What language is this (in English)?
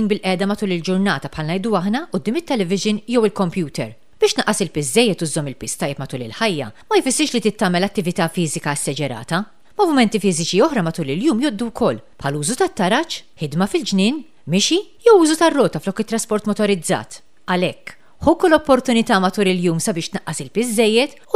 Maltese